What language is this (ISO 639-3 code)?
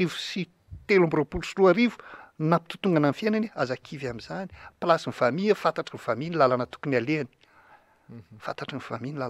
mlg